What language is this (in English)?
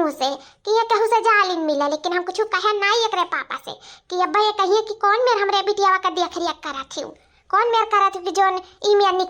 Awadhi